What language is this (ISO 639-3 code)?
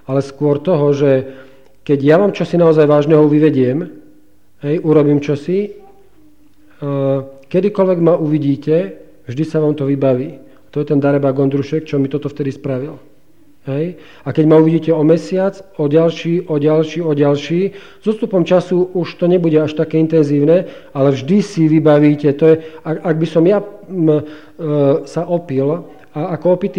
slk